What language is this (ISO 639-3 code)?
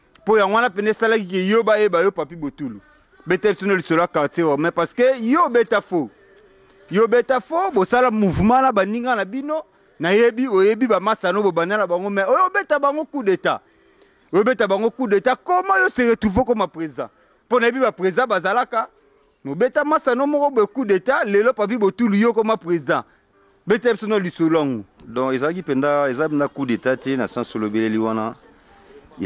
lin